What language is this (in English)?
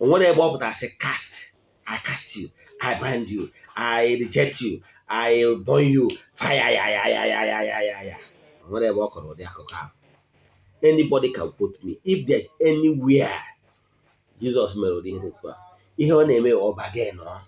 Igbo